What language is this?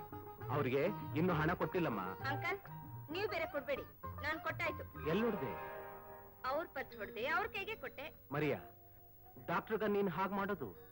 Kannada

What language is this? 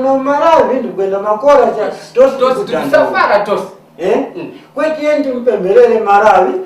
Tumbuka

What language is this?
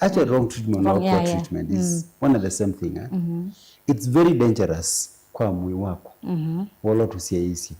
Kamba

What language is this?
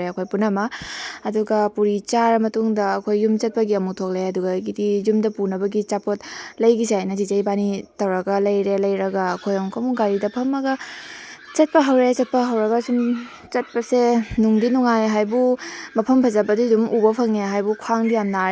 Manipuri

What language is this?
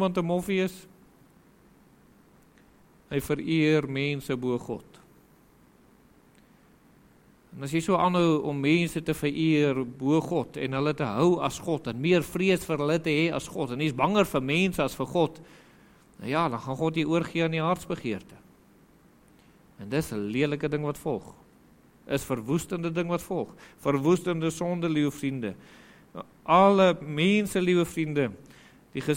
Afrikaans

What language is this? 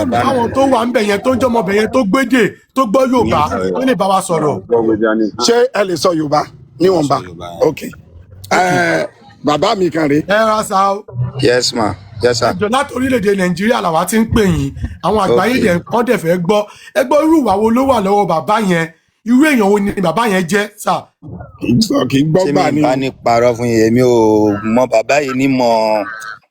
Yoruba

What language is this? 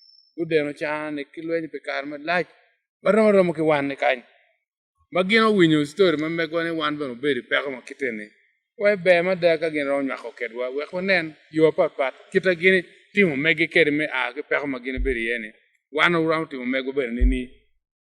Acoli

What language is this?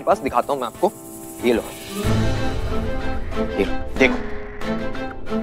Hindi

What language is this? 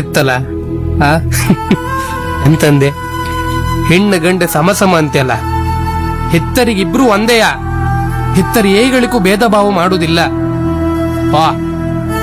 Kannada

